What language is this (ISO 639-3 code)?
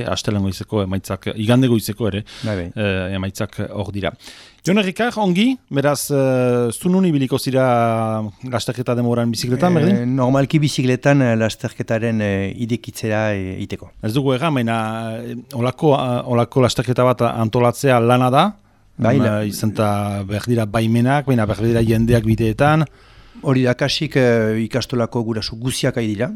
eus